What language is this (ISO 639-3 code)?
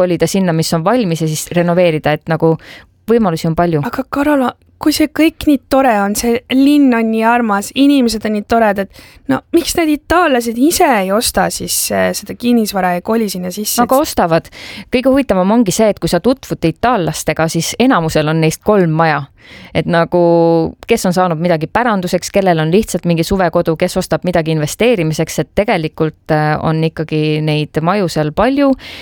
est